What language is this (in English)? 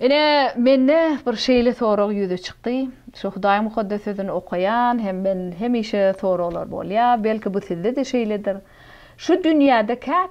Turkmen